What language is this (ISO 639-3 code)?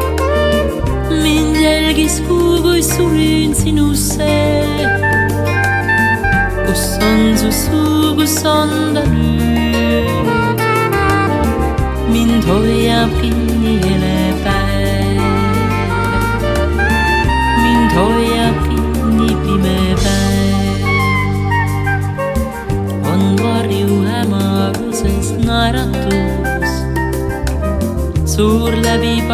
est